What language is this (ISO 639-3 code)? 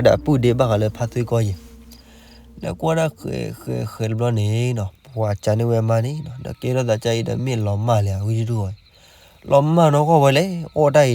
ksw